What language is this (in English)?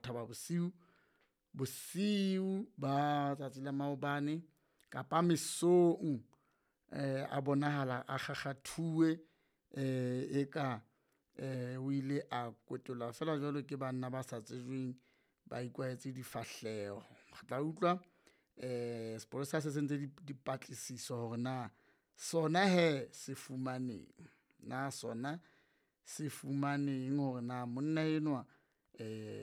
Southern Sotho